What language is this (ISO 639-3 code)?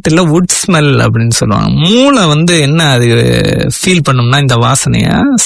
tam